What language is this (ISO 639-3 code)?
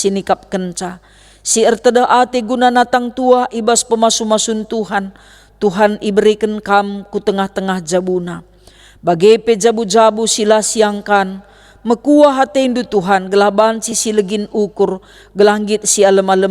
btx